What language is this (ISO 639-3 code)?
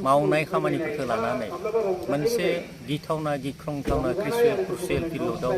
brx